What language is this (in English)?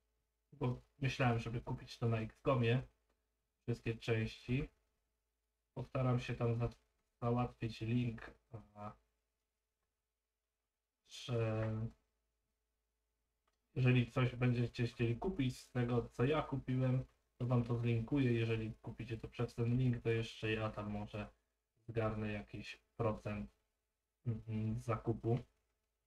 Polish